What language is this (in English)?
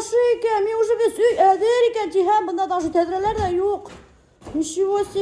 Bashkir